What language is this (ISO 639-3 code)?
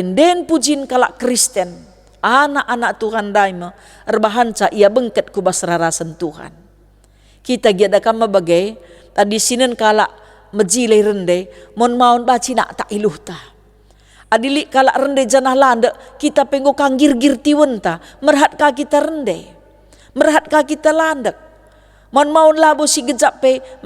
btx